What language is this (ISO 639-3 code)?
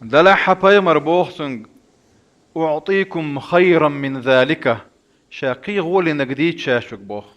che